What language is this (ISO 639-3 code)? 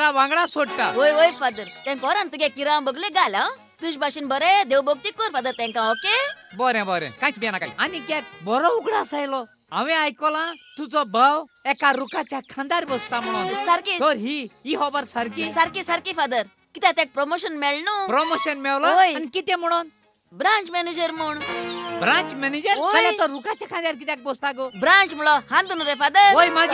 kok